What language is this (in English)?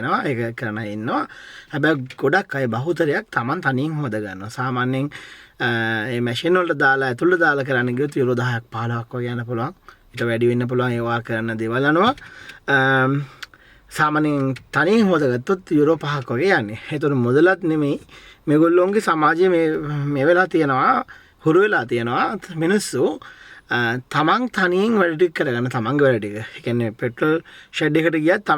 Sinhala